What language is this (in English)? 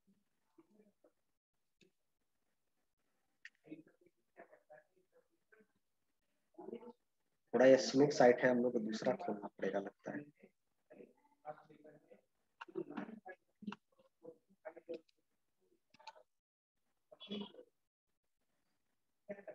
Hindi